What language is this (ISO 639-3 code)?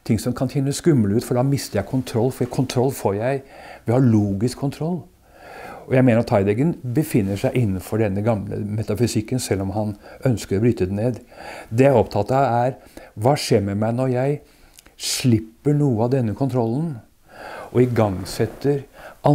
nor